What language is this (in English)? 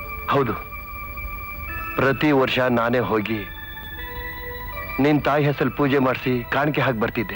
Kannada